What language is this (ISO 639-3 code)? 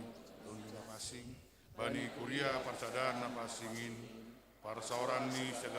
bts